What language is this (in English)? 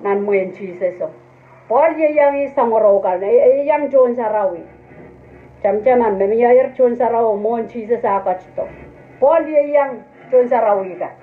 Pohnpeian